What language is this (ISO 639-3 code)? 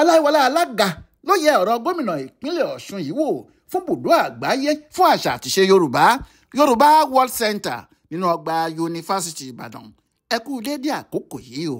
yor